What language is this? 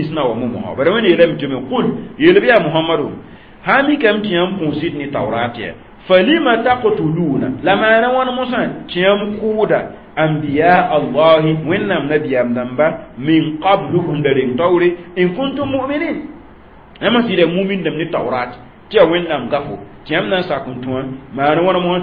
Mossi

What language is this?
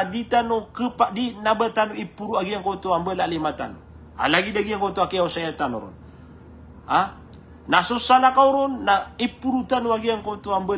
Maranao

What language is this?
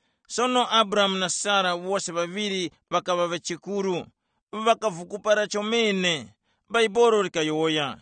Tumbuka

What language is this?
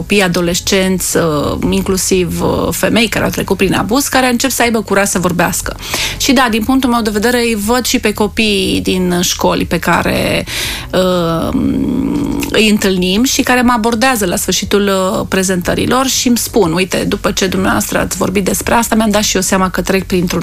Romanian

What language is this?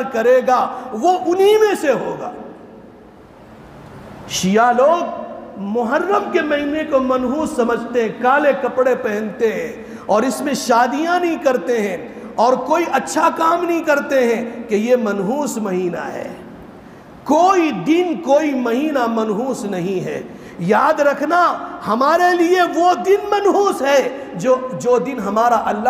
Urdu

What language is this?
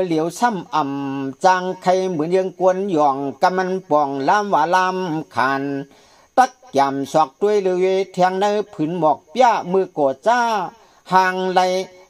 Shan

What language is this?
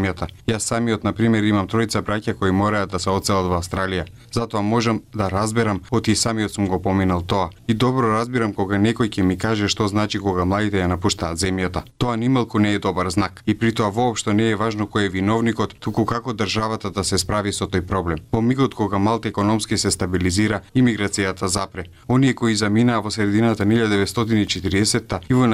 Macedonian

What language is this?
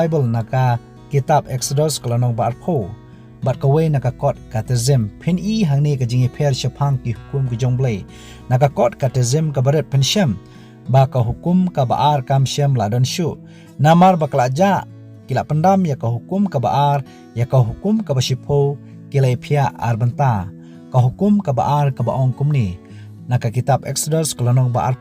Khasi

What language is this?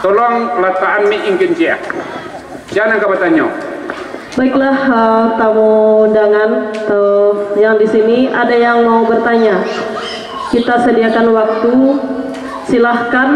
Minangkabau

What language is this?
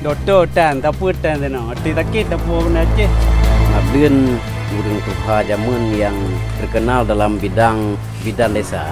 Achinese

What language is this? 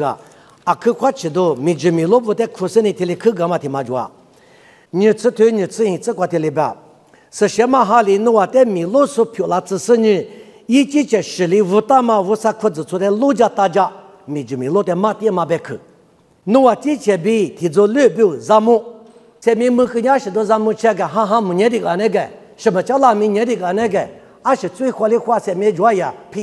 Lisu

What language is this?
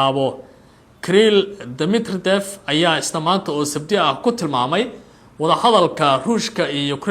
Somali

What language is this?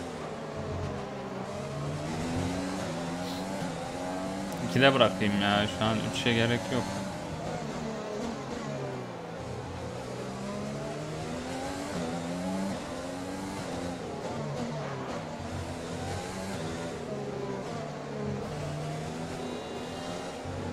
Turkish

